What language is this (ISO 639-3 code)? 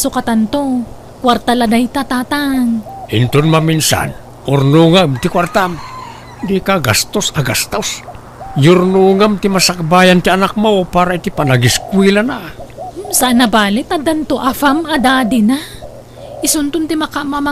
ilo